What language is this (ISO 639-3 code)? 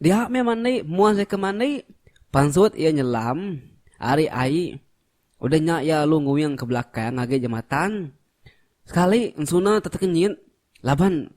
iba